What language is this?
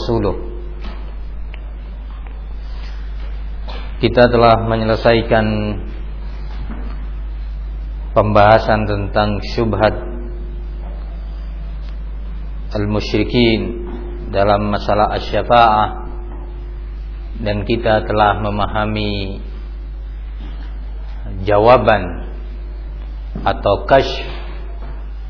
Indonesian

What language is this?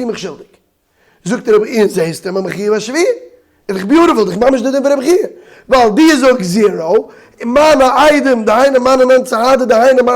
Yiddish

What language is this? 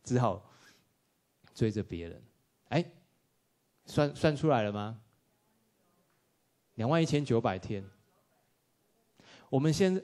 Chinese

